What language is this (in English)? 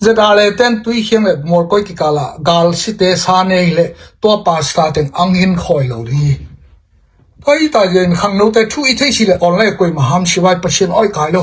Tedim Chin